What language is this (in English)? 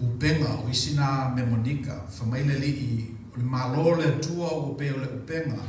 Samoan